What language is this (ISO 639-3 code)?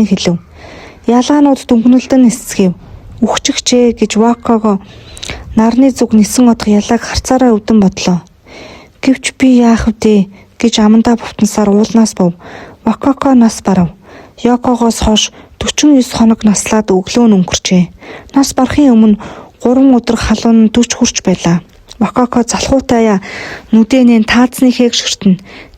mon